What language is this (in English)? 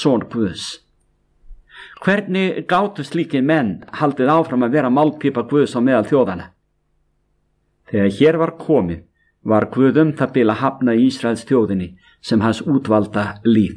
Icelandic